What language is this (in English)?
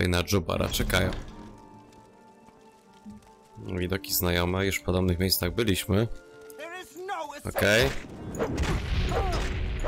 Polish